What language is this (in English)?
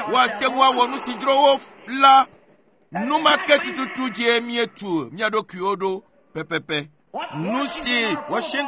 Ewe